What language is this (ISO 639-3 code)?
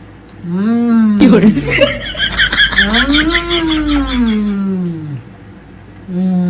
hne